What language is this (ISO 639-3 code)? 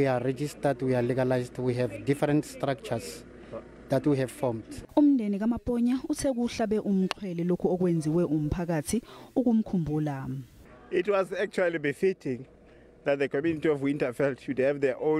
zul